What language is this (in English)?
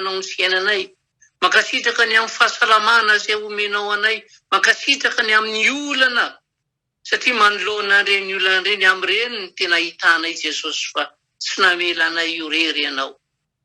Malagasy